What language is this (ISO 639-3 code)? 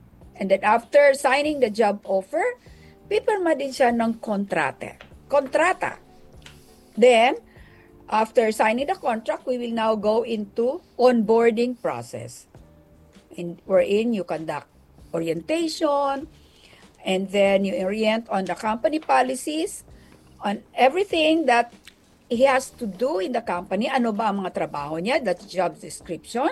fil